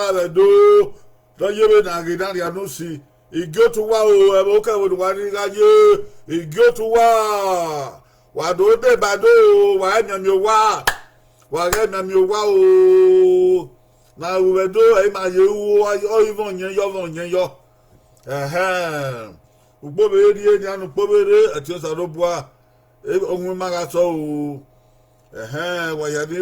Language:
Bini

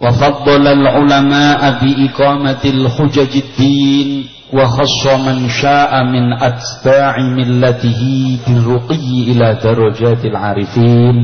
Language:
Javanese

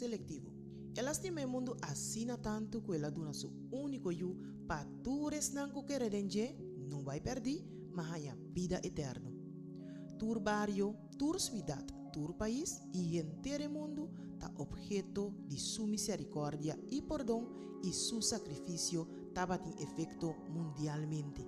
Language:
Papiamento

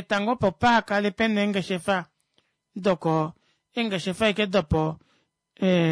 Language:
Kuanyama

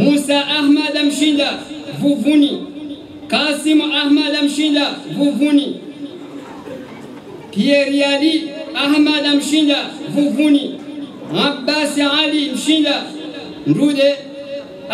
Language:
Swahili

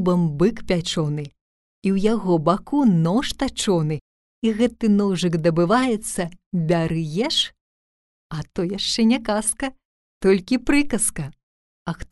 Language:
Belarusian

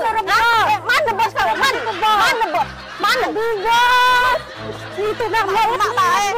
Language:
Musi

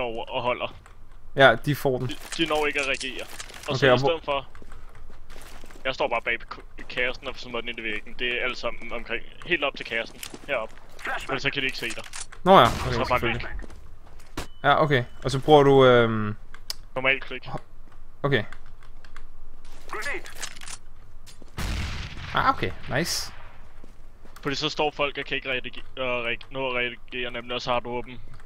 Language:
Danish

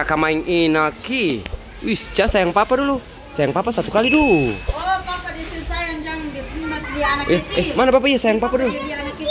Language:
Ambonese Malay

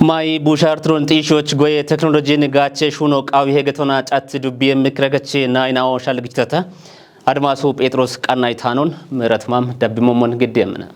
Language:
Kafa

